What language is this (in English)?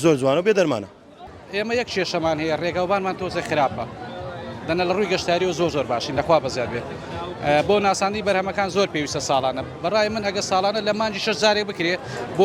Central Kurdish